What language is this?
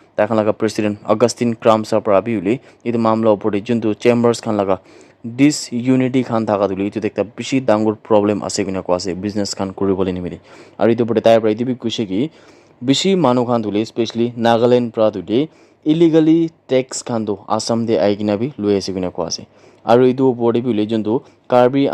Naga Pidgin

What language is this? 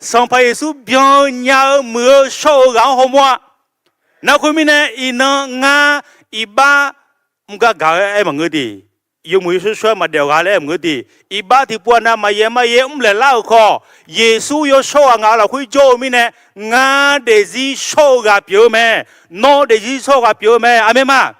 Akha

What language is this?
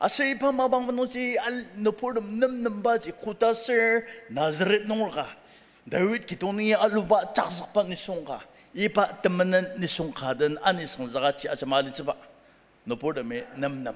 Ao Naga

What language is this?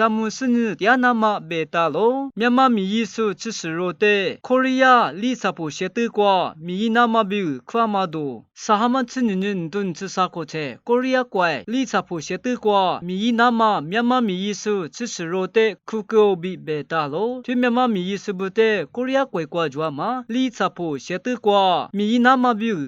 Lisu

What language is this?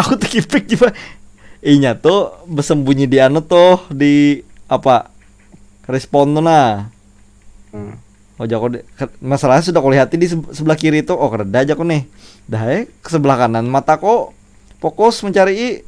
Banjar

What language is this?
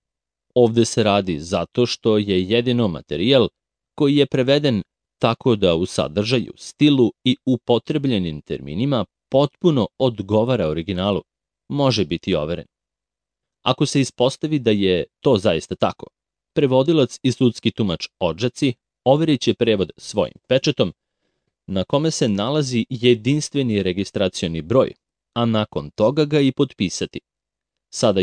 Serbian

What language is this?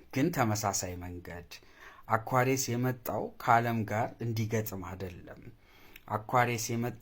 Amharic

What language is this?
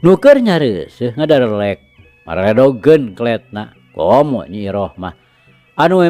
Sundanese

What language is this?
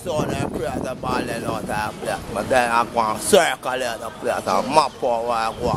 Jamaican Creole English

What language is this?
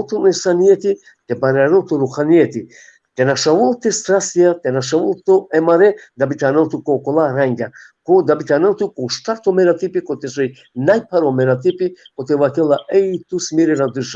Balkan Romani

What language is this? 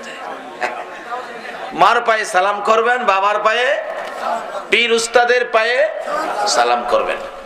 Bangla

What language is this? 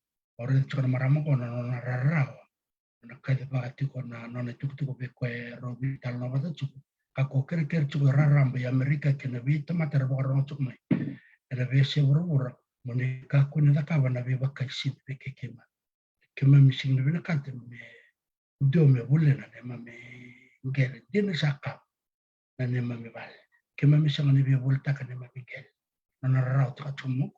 Fijian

